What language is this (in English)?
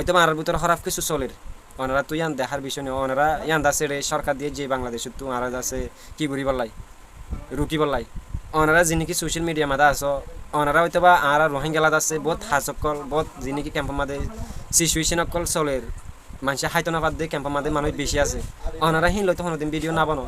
Rohingya